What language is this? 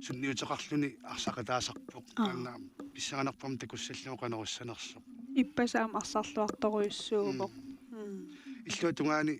Kalaallisut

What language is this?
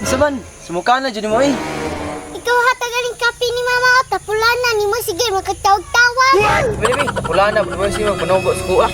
Cebuano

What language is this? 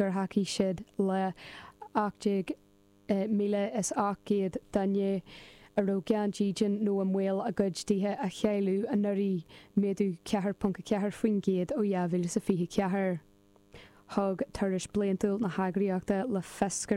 Irish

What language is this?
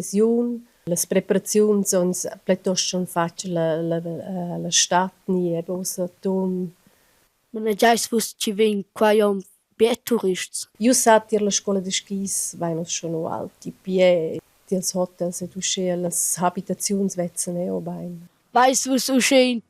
Romansh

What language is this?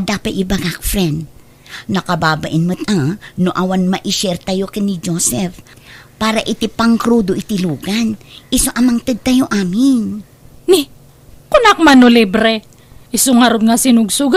Iloko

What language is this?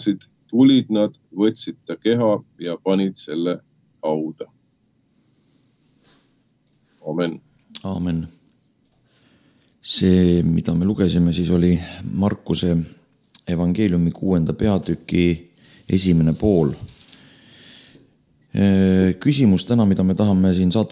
Estonian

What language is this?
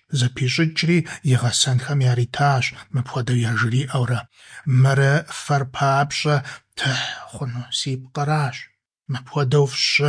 Kabardian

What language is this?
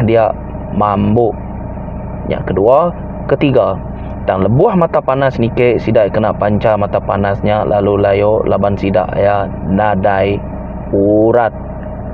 Iban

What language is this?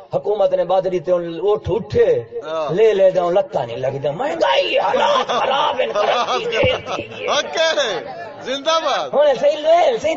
Saraiki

